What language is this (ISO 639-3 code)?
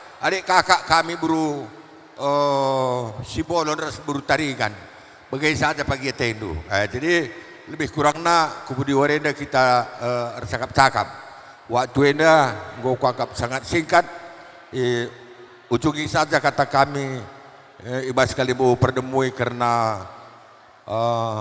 btx